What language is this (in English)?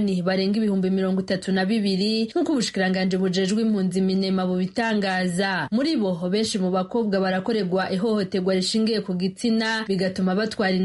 Kinyarwanda